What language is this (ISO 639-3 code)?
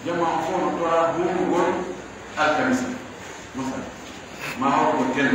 fuf